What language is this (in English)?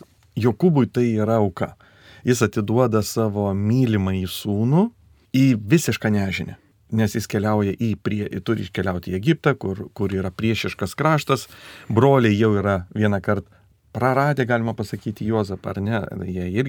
Lithuanian